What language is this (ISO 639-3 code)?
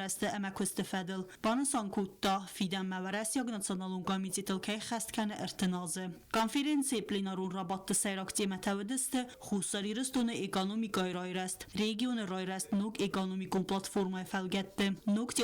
oss